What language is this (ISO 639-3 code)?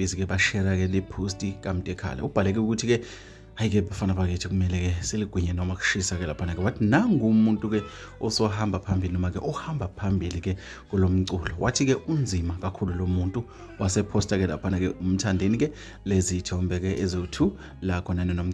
zul